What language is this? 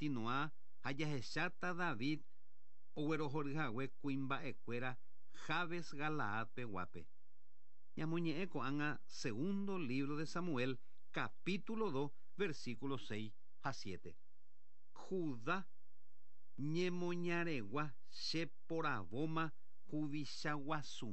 Guarani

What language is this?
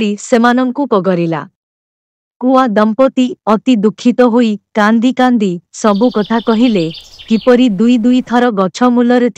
Odia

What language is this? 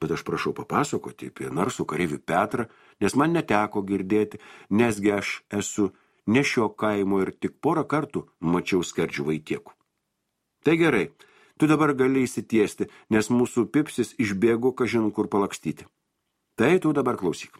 Lithuanian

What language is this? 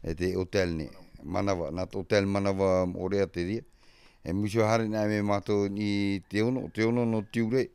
Tahitian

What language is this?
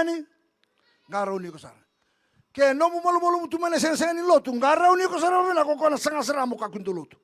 Fijian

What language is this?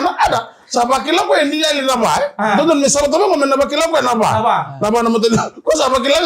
Fijian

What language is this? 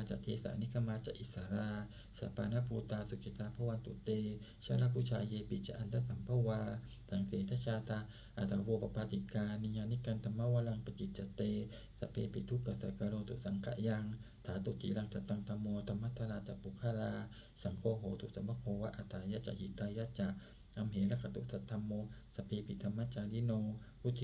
Pali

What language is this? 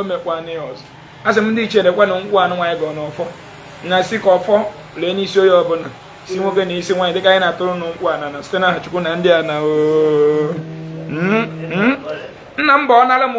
Igbo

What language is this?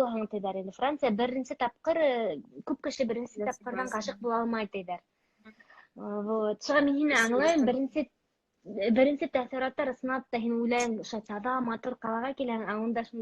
Bashkir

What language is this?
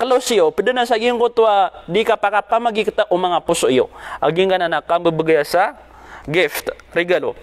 Maranao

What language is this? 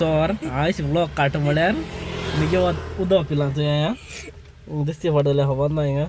Konkani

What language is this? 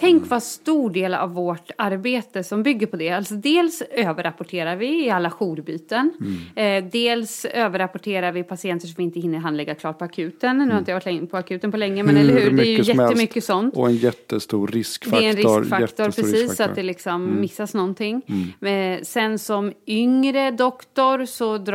Swedish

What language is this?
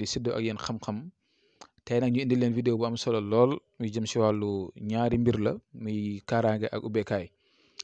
Wolof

